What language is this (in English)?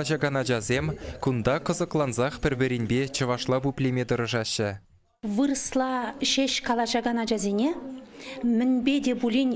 Chuvash